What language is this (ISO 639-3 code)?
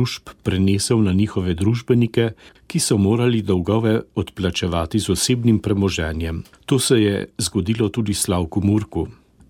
slv